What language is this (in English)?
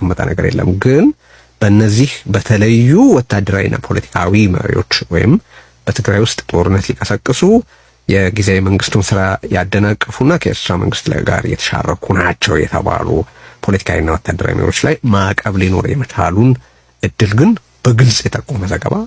Amharic